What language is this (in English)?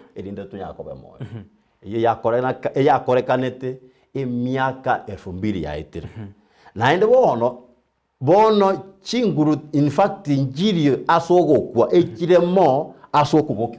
Gusii